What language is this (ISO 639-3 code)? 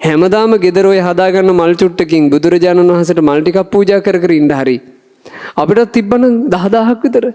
sin